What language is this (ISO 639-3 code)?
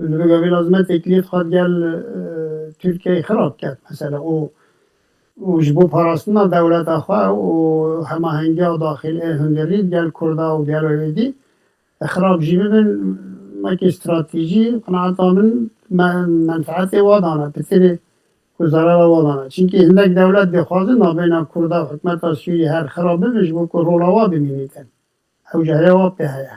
kur